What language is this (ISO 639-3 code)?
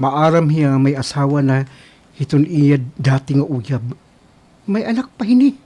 war